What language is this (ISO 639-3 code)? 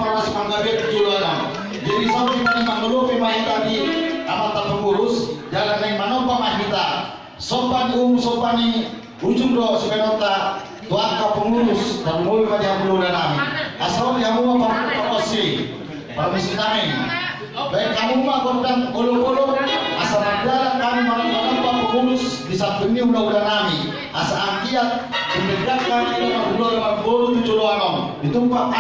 bbc